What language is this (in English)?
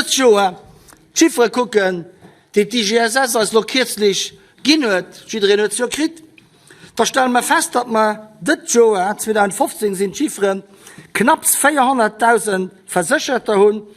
Luxembourgish